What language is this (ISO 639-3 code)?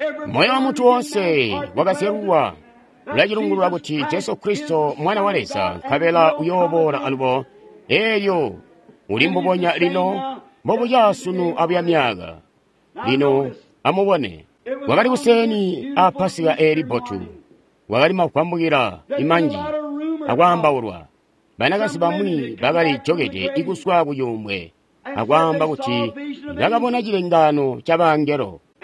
toi